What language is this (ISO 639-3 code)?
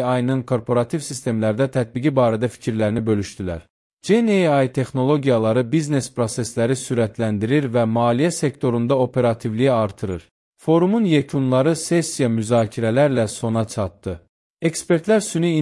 aze